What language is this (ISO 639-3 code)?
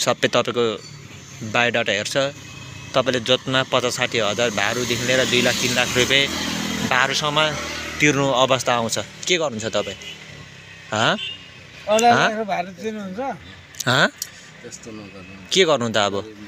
nep